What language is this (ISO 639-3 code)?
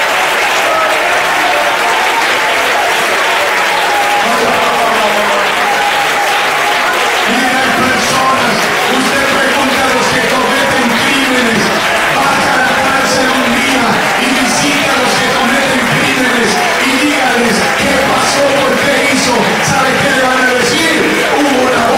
spa